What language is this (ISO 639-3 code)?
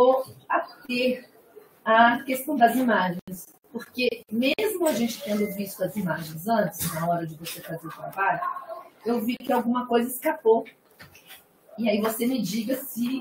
por